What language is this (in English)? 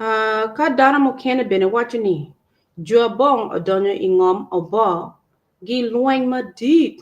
Acoli